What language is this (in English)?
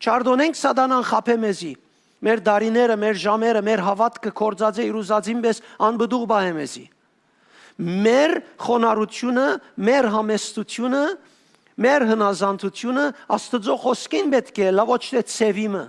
Western Armenian